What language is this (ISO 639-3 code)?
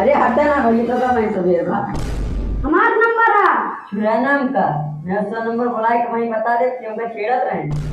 awa